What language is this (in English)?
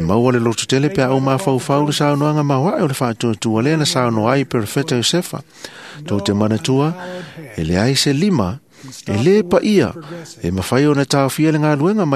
Samoan